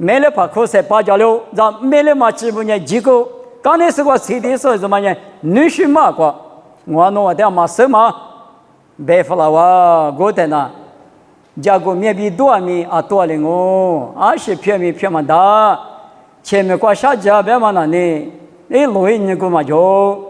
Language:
Lisu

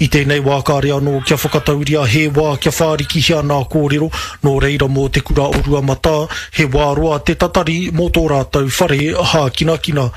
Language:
Māori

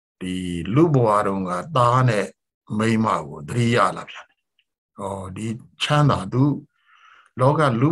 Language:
Burmese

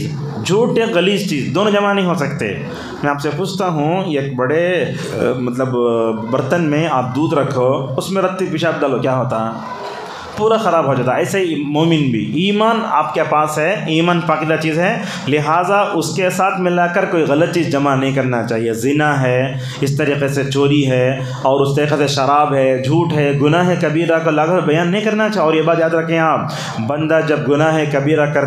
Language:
Urdu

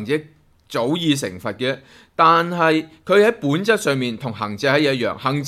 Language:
Cantonese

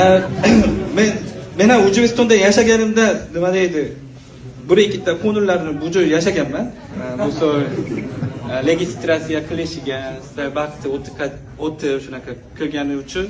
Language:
Uzbek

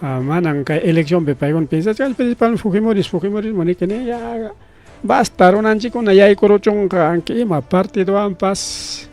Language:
Ayacucho Quechua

